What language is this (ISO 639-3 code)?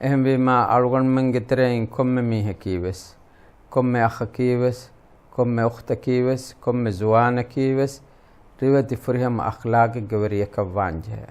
div